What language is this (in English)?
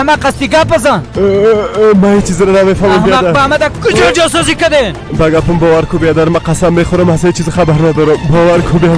Persian